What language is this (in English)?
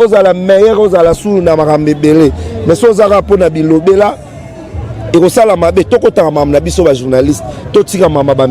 Lingala